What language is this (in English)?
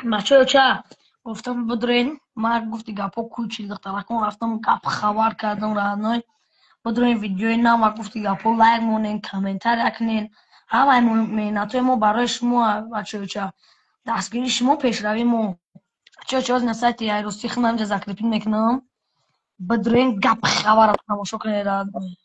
Tajik